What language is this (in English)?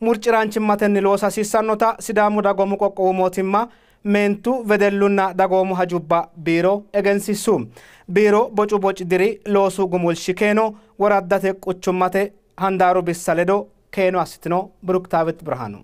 Sidamo